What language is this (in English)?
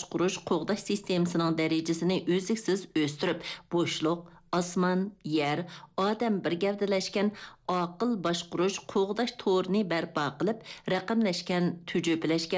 Uyghur